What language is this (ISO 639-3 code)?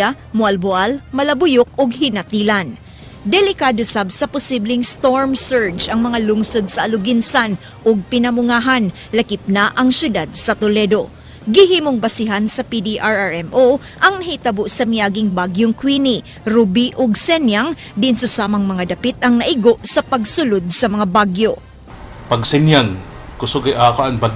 ceb